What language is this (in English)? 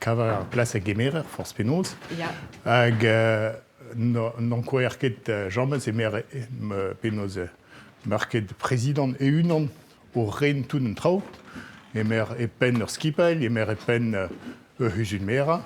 Breton